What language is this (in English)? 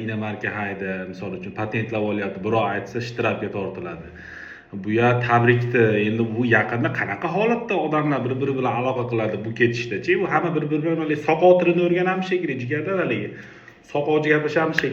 Uzbek